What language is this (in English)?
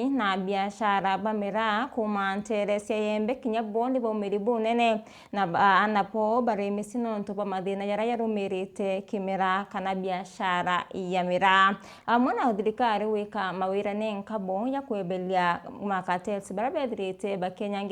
Meru